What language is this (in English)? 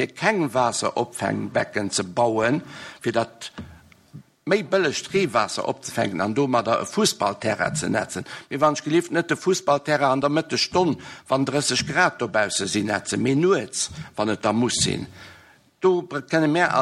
Luxembourgish